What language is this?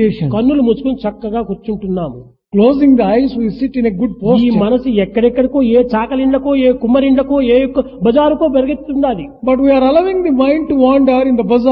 Telugu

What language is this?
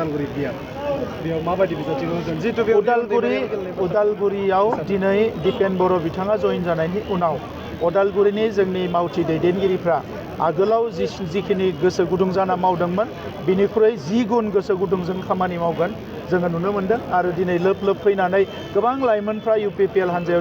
Bodo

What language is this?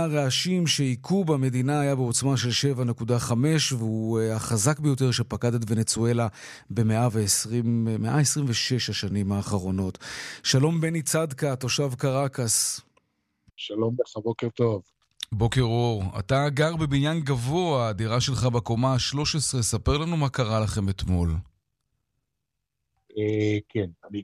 Hebrew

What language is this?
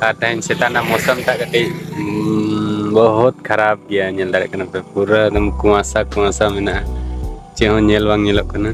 Santali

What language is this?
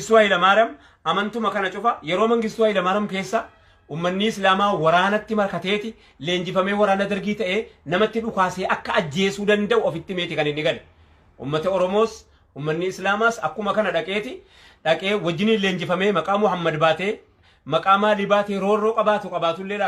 Oromo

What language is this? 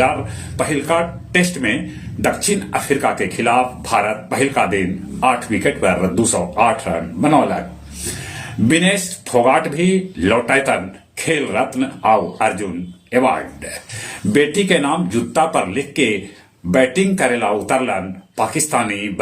Magahi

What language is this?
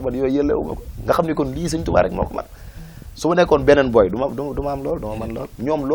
Wolof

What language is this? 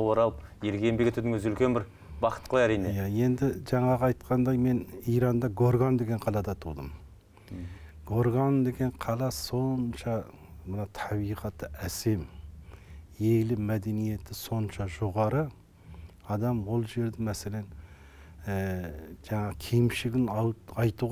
Kazakh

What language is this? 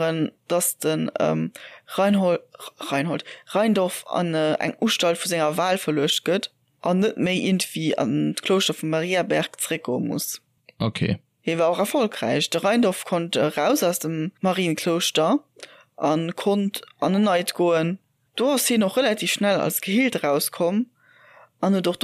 Luxembourgish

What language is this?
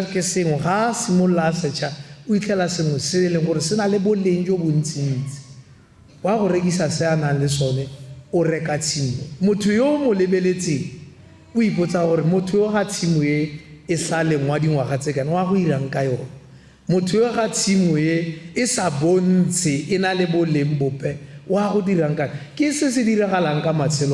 Tswana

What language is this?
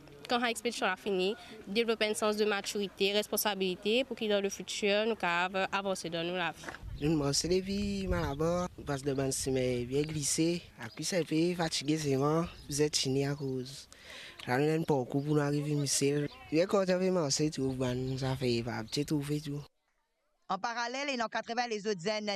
Morisyen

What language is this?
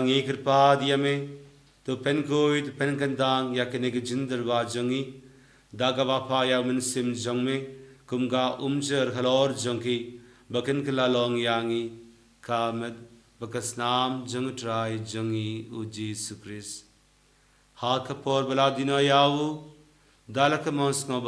Khasi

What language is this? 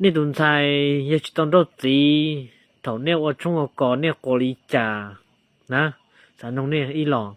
Hmong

